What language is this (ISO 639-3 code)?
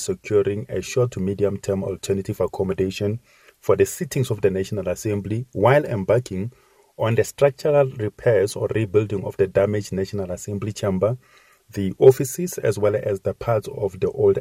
eng